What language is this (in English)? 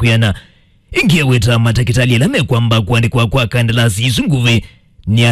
Kamba